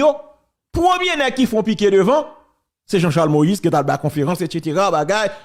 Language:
Haitian Creole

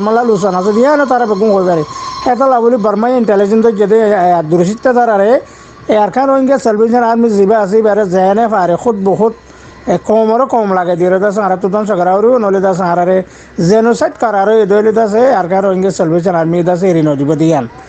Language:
Rohingya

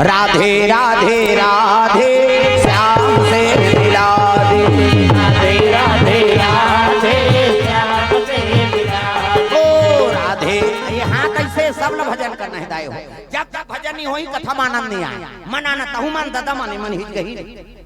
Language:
Chhattisgarhi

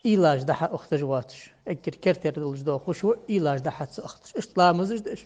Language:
Ingush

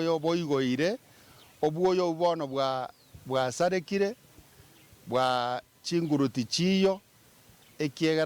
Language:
Gusii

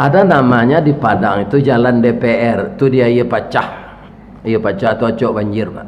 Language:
Minangkabau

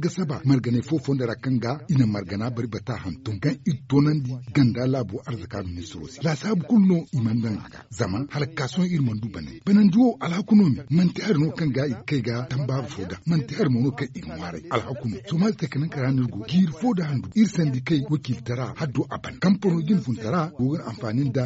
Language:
Zarma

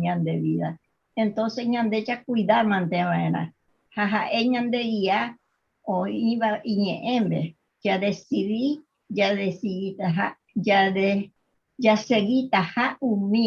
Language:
Guarani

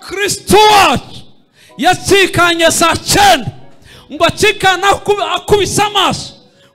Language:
Kinyarwanda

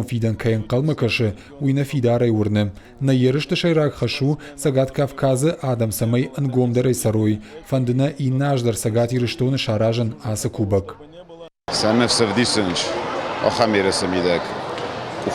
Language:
Ossetic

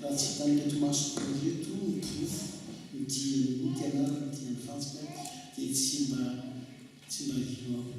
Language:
Malagasy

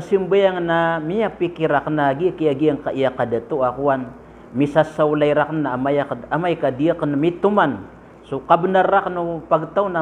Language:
Maranao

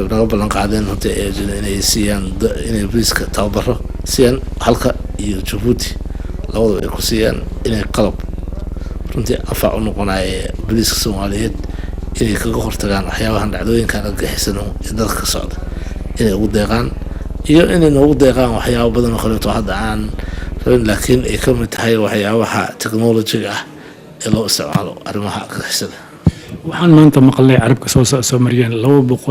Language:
Somali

